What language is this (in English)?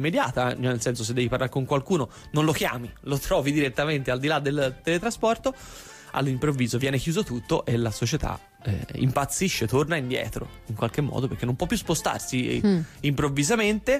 Italian